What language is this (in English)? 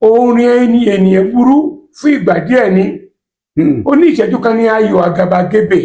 Yoruba